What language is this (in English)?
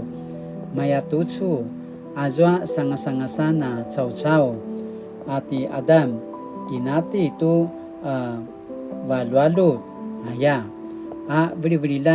Paiwan